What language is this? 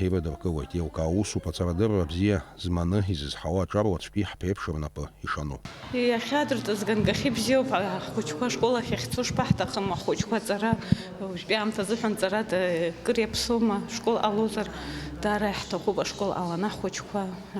Abkhazian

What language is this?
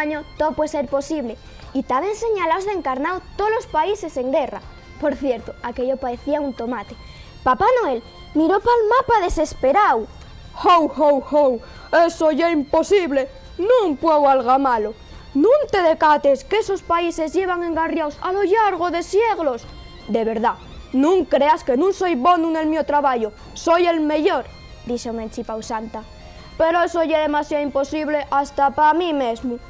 Asturian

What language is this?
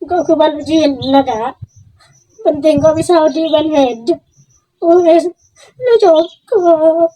Madurese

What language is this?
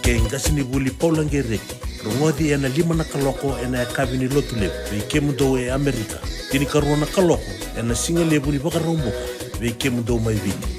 Fijian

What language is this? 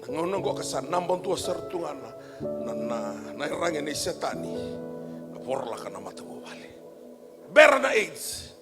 Fijian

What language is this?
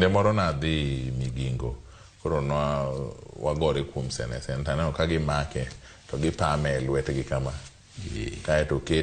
Luo (Kenya and Tanzania)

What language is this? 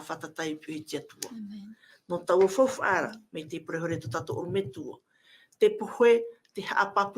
Tahitian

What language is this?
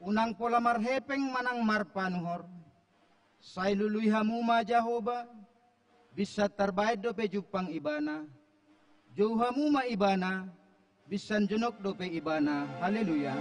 Batak Toba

